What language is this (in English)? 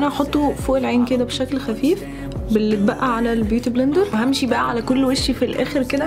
Egyptian Arabic